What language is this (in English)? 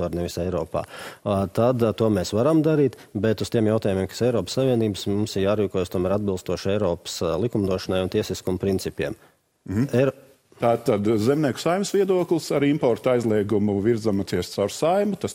Latvian